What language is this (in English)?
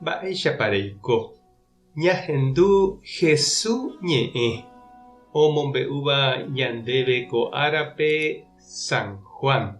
Guarani